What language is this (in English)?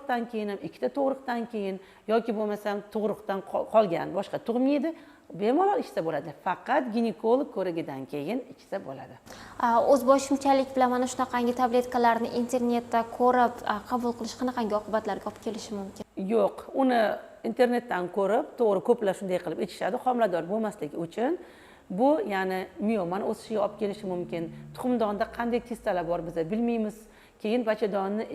Uzbek